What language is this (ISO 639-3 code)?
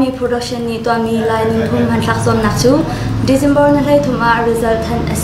cnh